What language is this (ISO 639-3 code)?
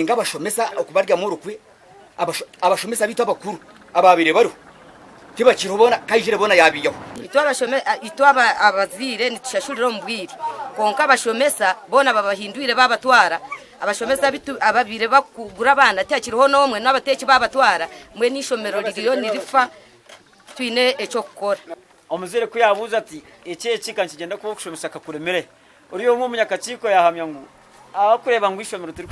nyn